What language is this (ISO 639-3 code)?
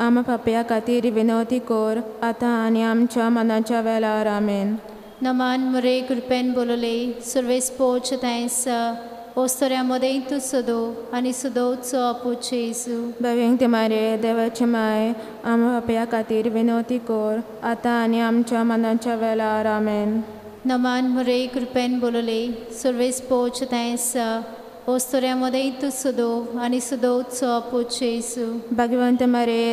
kok